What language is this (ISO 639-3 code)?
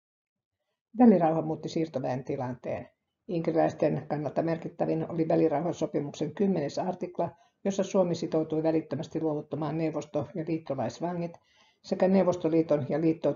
fin